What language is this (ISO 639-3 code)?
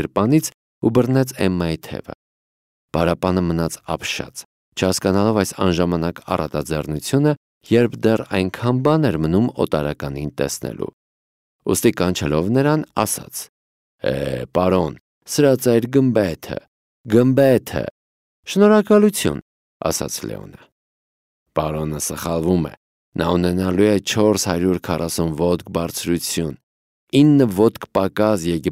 hye